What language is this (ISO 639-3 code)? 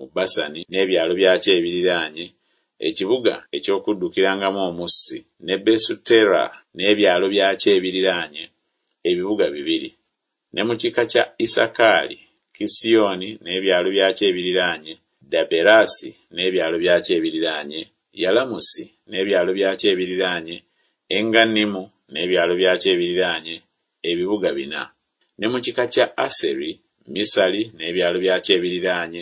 lug